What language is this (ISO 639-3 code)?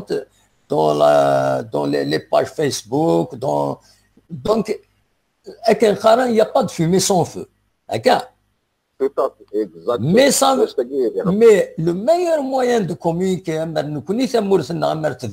kab